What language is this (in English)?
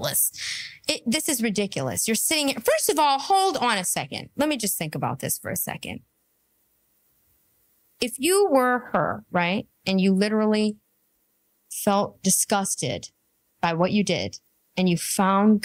English